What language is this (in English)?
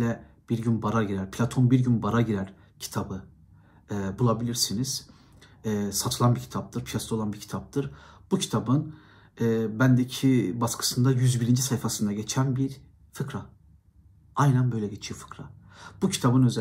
Turkish